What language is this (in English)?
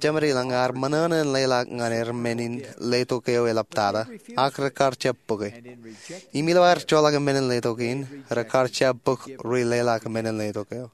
Marshallese